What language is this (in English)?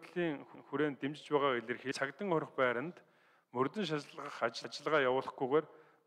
Mongolian